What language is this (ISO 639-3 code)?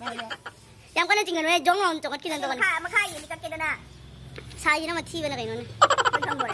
mni